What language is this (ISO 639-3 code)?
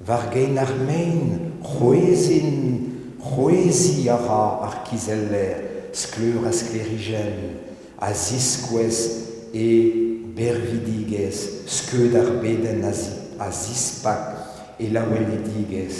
bre